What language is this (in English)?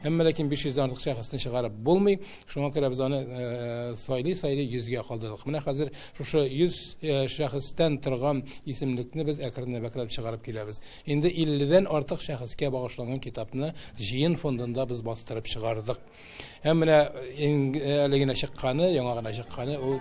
Tatar